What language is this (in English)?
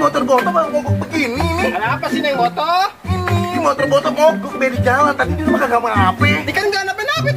Betawi